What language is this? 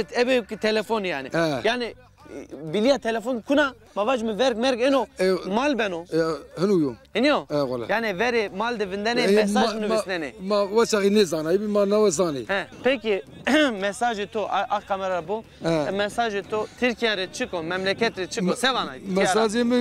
Zaza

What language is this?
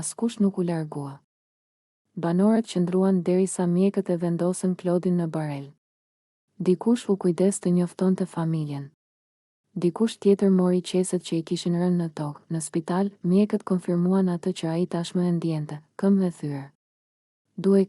Albanian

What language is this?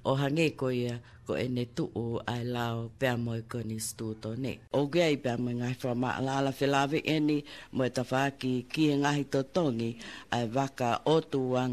Tongan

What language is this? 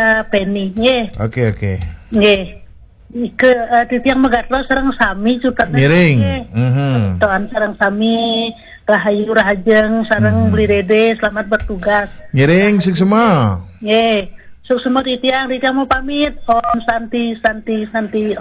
Balinese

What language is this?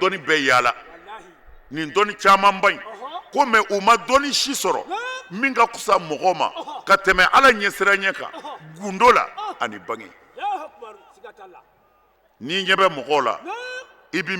Bambara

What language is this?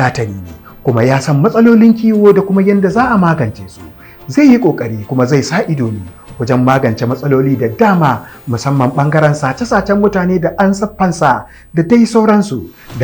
Hausa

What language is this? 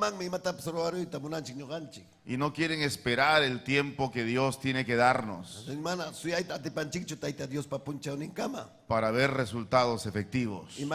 Ayacucho Quechua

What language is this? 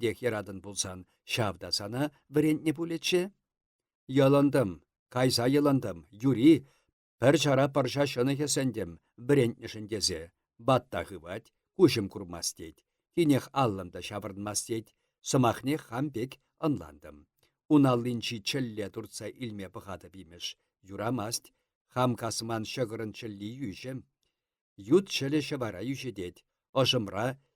Chuvash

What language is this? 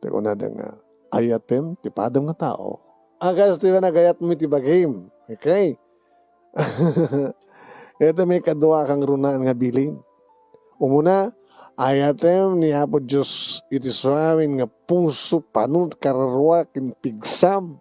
Iloko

